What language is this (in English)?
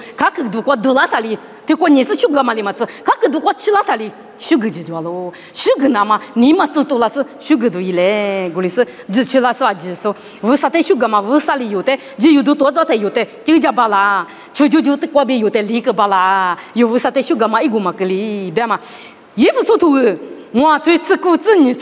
Lisu